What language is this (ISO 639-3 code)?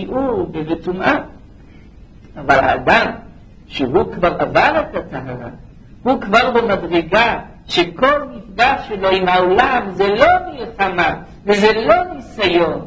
heb